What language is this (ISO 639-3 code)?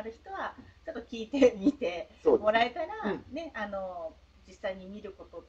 jpn